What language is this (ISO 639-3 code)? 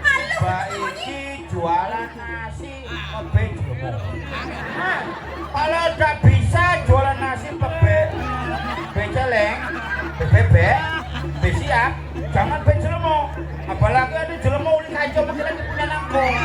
ban